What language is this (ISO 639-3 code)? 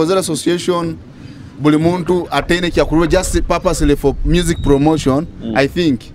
nyo